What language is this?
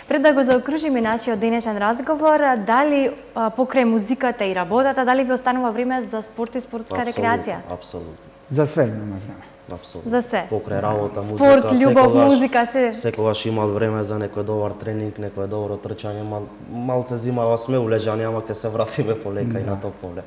Macedonian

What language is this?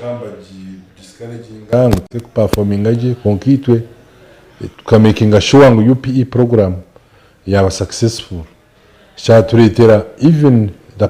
Nyankole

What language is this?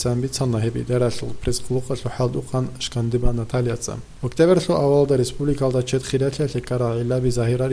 Avaric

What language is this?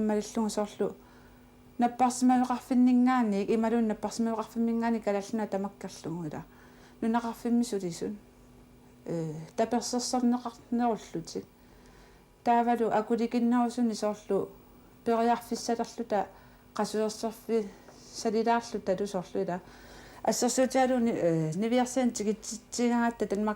Kalaallisut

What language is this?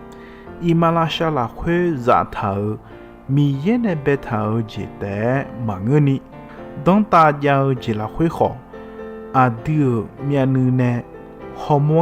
Akha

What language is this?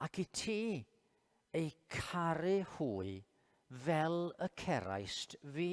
Welsh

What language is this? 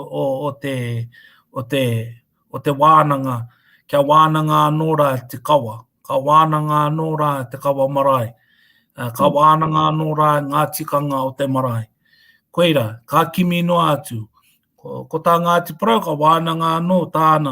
Māori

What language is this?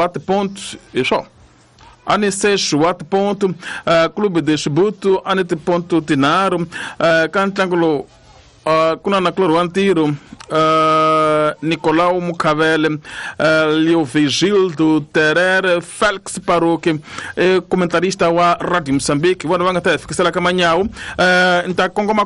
Tsonga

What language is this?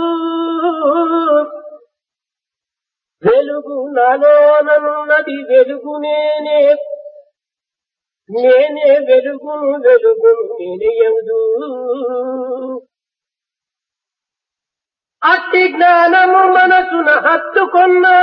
Telugu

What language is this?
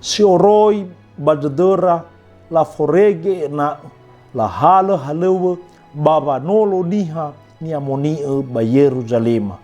Nias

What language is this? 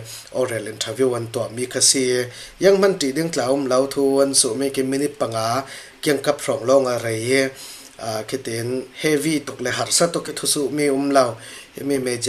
Falam Chin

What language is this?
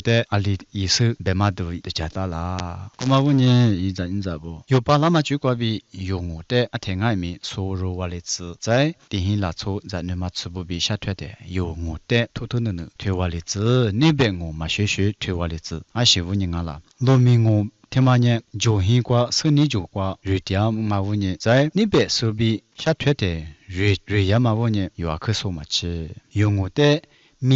Lisu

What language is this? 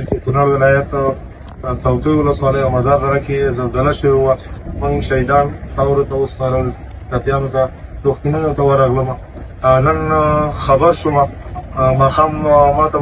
Pashto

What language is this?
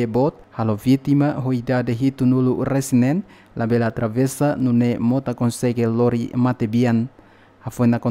Tetum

